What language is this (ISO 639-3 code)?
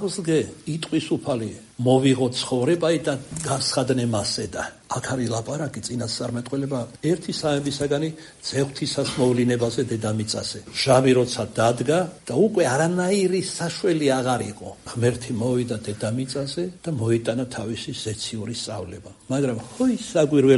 kat